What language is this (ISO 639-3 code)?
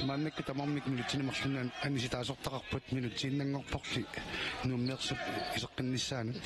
kal